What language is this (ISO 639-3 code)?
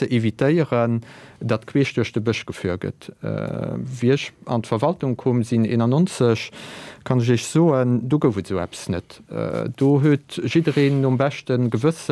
ltz